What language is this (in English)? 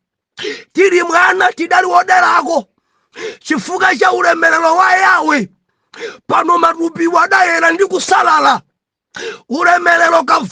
Nyanja